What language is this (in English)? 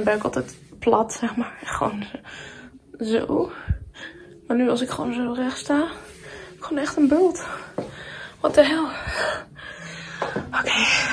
Dutch